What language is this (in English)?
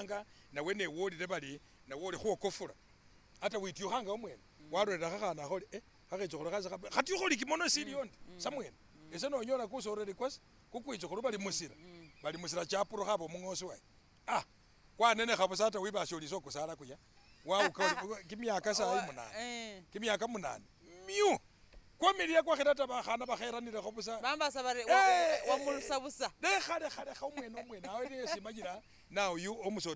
Masaaba